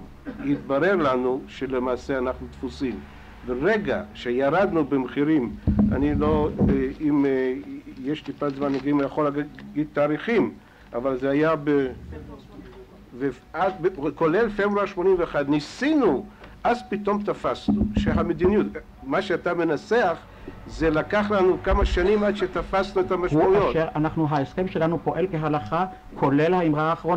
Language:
Hebrew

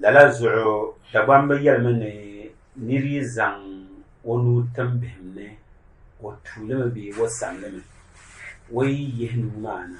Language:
Dagbani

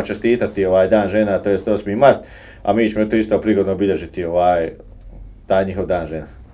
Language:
Bosnian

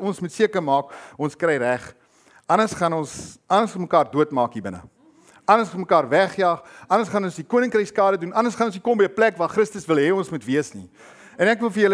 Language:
Afrikaans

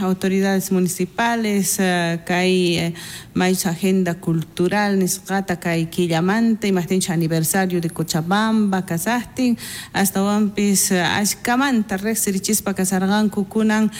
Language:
South Bolivian Quechua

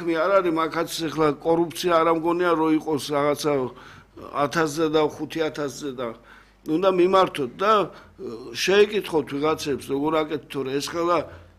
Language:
Georgian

